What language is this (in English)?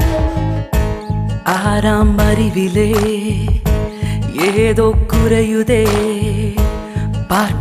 Tamil